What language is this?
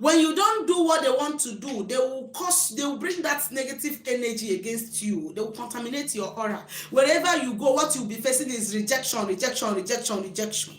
Igbo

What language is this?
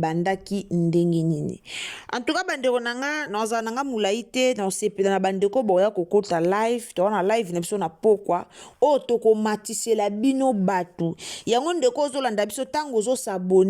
Lingala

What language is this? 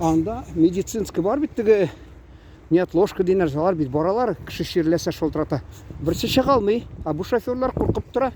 Tatar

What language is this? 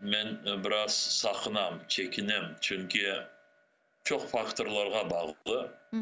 Crimean Tatar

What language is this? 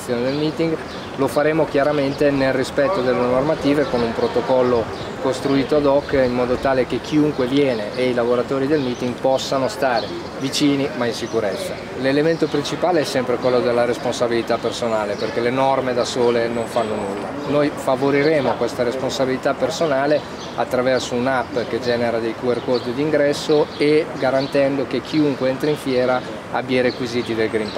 Italian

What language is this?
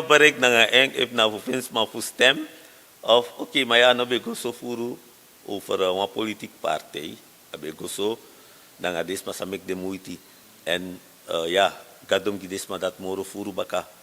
Sranan Tongo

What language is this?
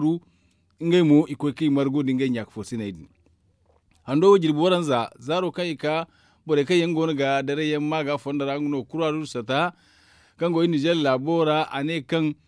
Zarma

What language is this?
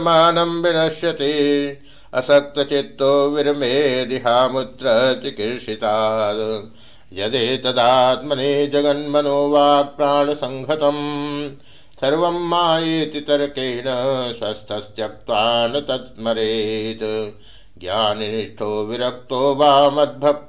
Sanskrit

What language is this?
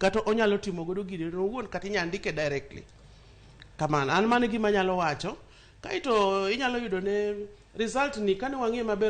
Luo (Kenya and Tanzania)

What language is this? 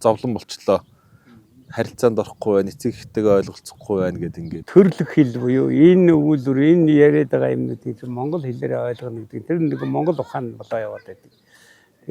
Mongolian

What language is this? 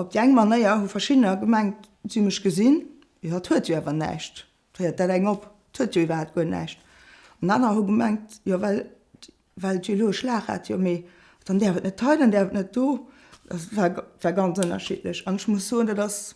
Luxembourgish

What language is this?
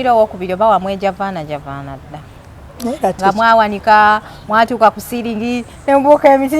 Ganda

